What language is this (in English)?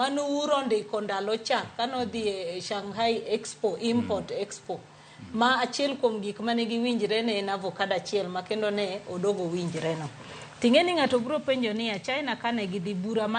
Luo (Kenya and Tanzania)